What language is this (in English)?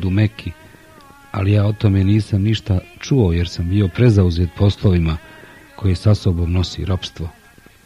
Bosnian